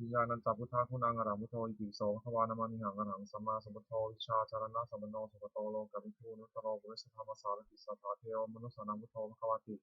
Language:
Pali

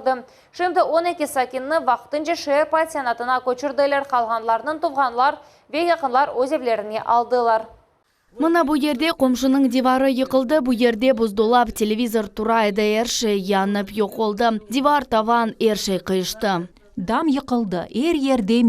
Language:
Crimean Tatar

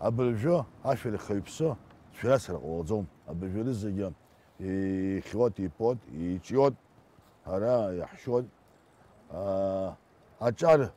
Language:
Abkhazian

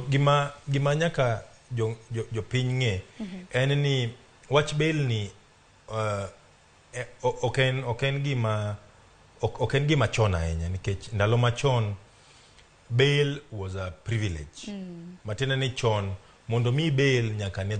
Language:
Luo (Kenya and Tanzania)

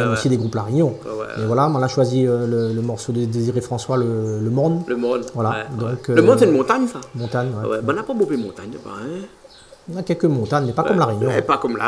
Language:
Réunion Creole French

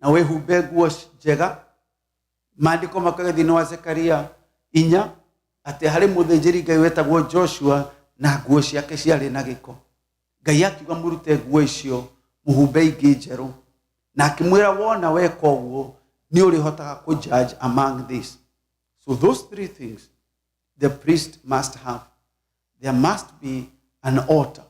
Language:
Kikuyu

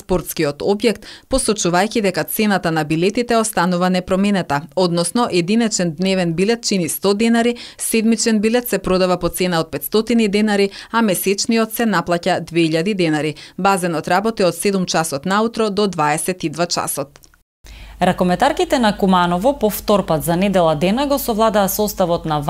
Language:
Macedonian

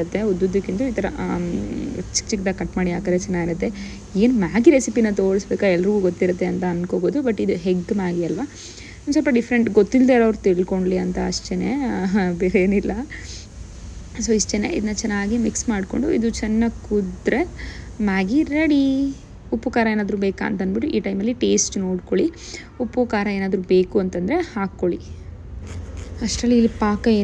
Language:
Kannada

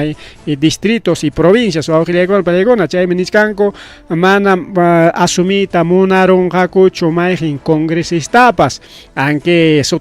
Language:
Ayacucho Quechua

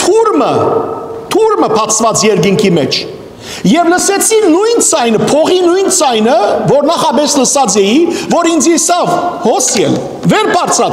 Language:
Western Armenian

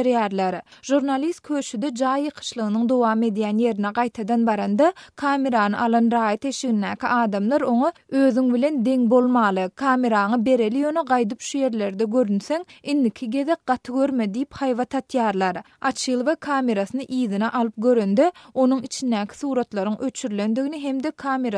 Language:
Turkmen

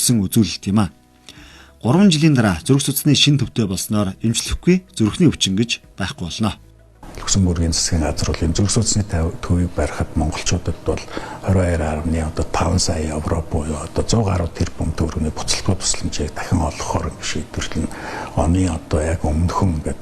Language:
Mongolian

